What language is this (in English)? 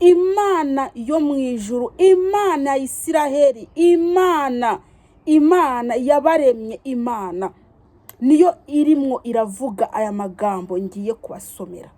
Kinyarwanda